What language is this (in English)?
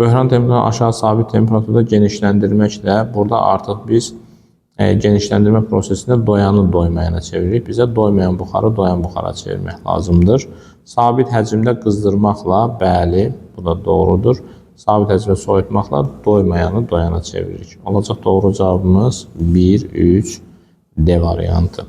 Azerbaijani